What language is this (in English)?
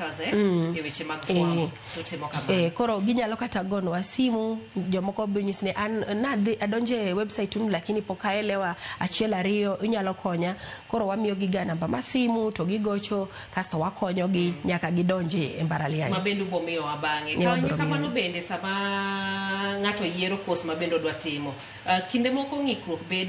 Luo (Kenya and Tanzania)